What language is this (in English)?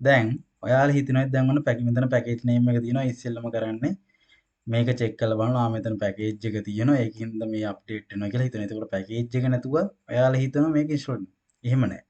Sinhala